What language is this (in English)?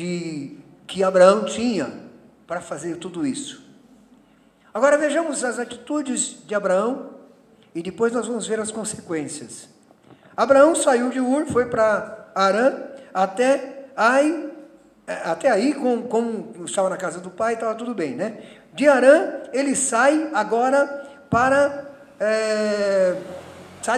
Portuguese